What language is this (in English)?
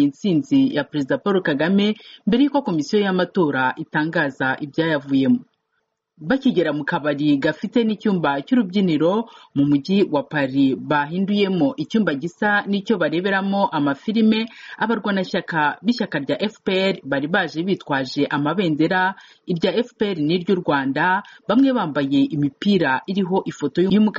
Kinyarwanda